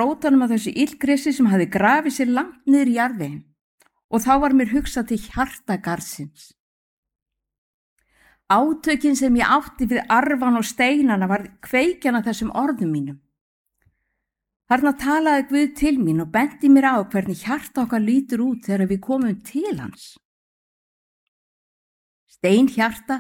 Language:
Icelandic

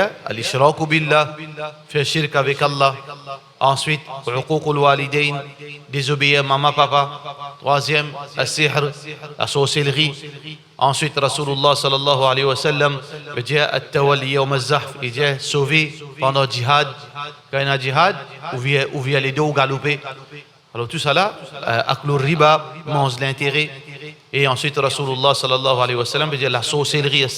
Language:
Morisyen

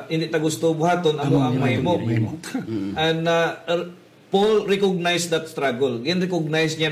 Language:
Hiligaynon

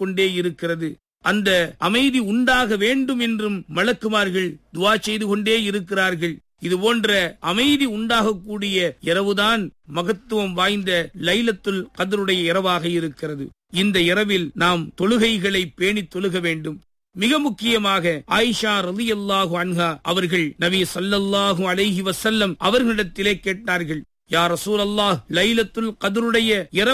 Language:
Tamil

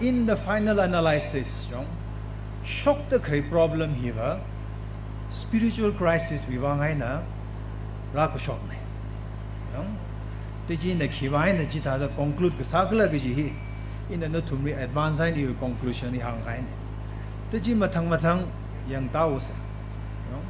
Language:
Tangkhul Naga (India)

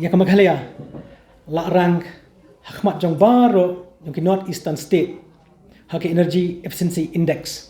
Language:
Khasi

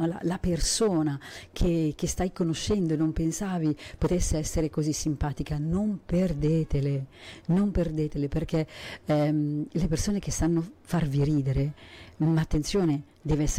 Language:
Italian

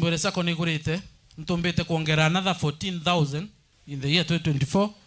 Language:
Meru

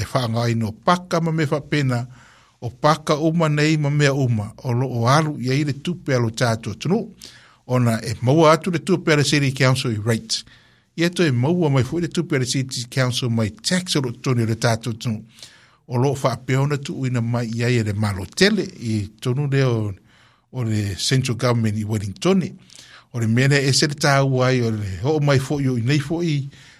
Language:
Samoan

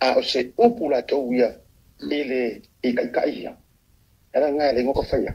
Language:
Samoan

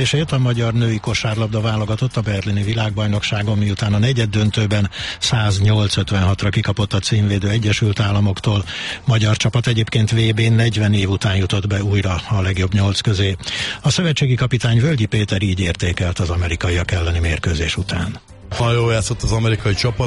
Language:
Hungarian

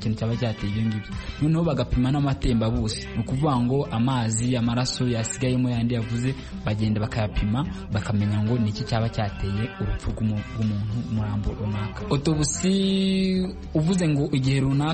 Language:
Kinyarwanda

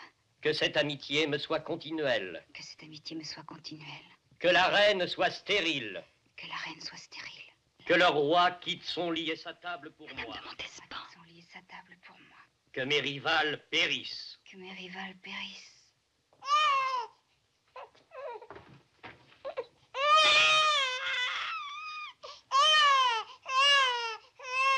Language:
French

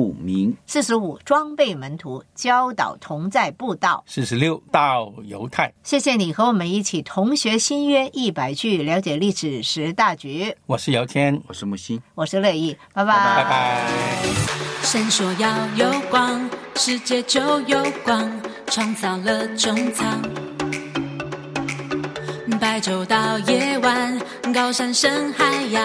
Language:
Chinese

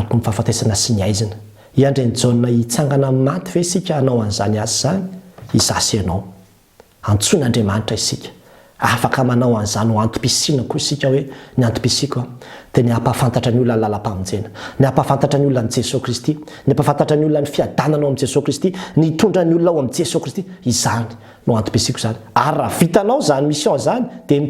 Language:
Malagasy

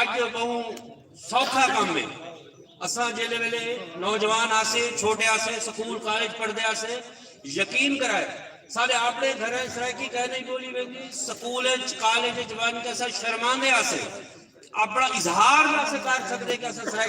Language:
Saraiki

